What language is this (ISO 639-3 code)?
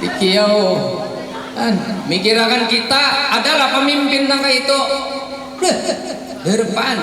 bjn